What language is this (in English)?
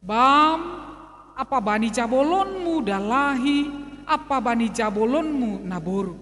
Batak Simalungun